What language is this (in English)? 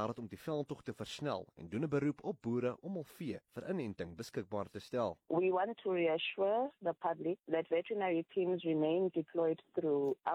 Afrikaans